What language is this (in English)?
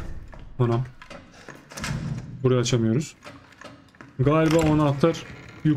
Turkish